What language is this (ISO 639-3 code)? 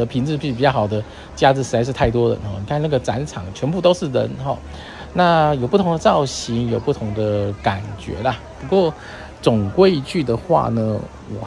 zho